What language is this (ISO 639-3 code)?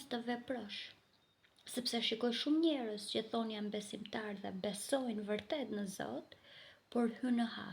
sqi